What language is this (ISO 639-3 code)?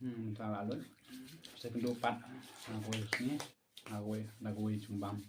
kha